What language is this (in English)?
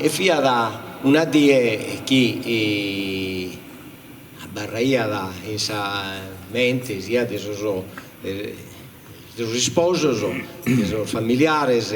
Sardinian